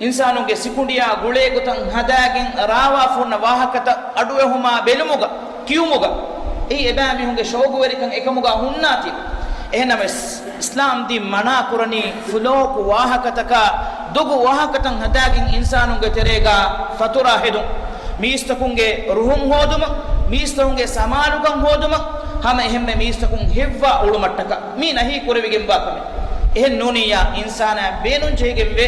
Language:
Divehi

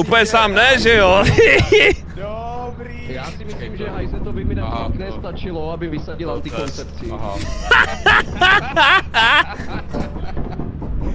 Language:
Czech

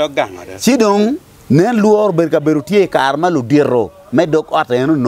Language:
Acoli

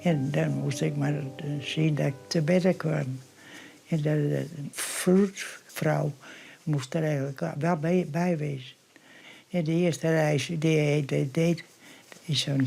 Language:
Western Frisian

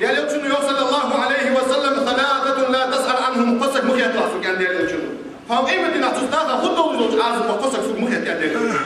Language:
Ingush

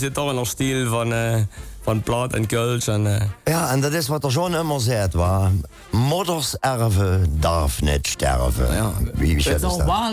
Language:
Limburgish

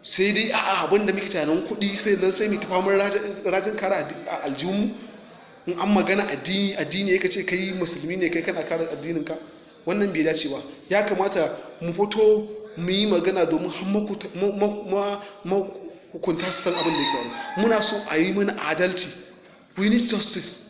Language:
Hausa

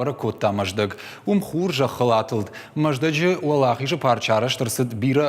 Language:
Ossetic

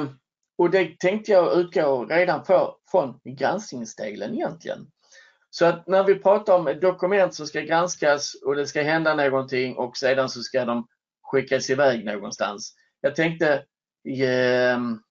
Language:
Swedish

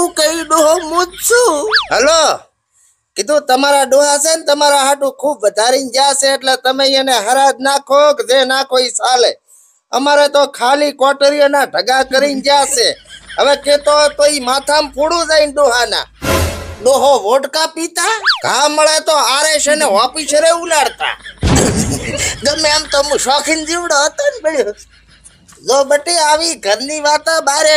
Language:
Gujarati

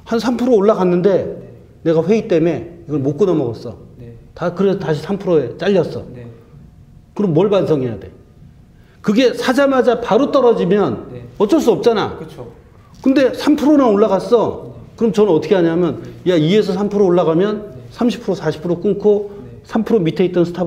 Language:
Korean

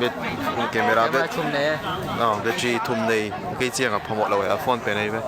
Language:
Tedim Chin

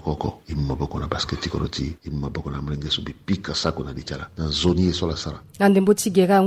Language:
Sango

